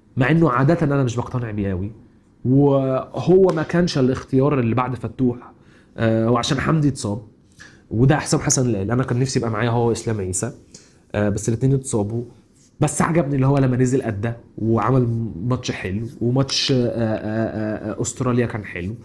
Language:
Egyptian Arabic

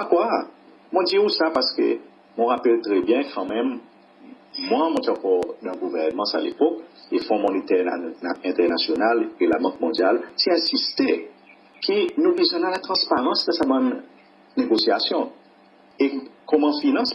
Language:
Seselwa Creole French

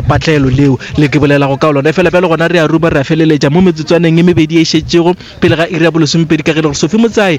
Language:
Northern Sotho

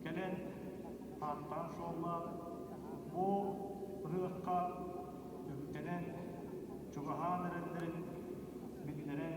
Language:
Yakut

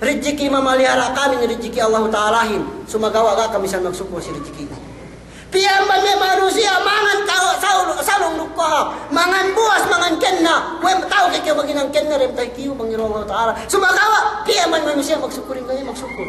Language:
Yakan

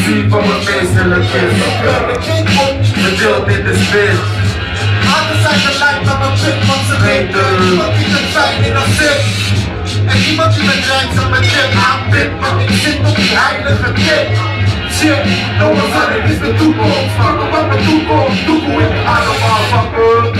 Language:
Dutch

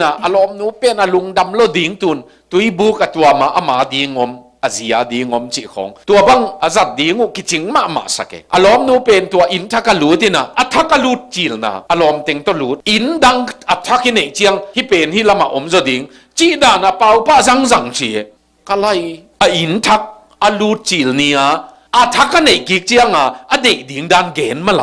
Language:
Tedim Chin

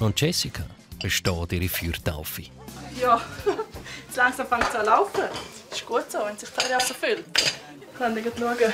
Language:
Swiss German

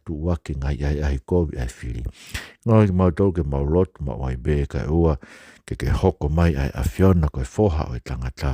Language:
Tongan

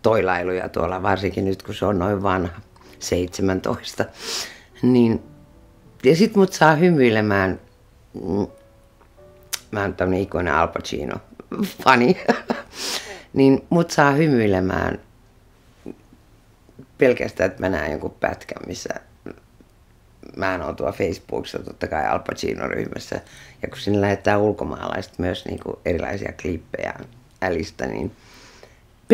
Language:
Finnish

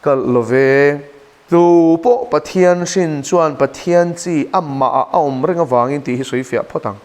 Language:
Mizo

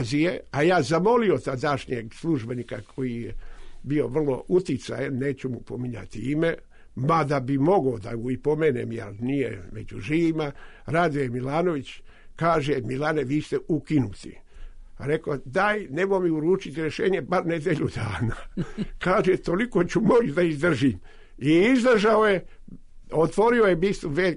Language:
Serbian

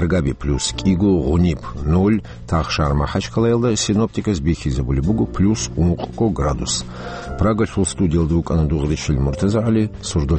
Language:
Avaric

